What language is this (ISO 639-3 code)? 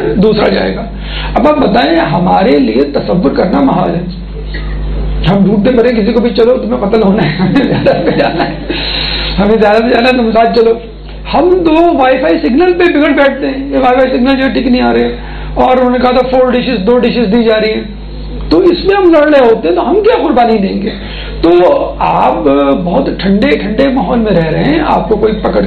urd